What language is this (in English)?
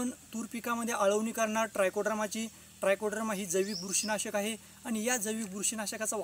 Marathi